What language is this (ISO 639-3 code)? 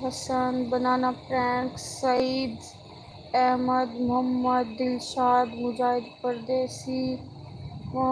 skr